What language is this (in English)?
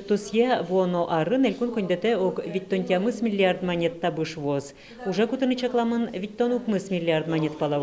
Udmurt